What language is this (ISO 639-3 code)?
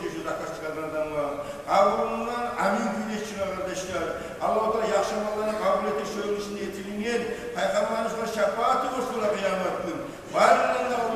kum